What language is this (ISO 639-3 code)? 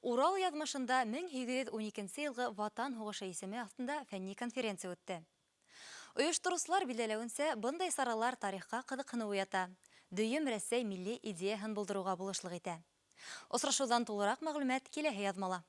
bak